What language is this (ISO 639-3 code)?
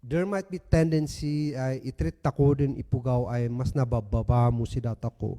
kne